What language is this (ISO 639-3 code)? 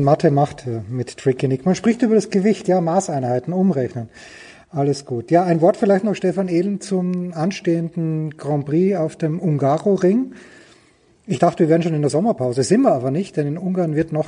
deu